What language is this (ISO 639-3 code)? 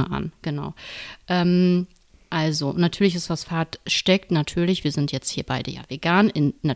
deu